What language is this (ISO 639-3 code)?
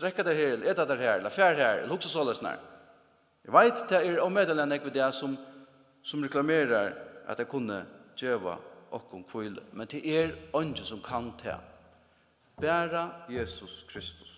fao